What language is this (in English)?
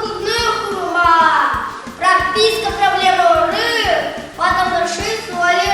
Crimean Tatar